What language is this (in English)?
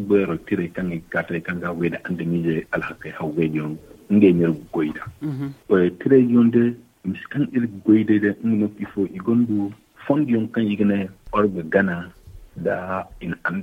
Zarma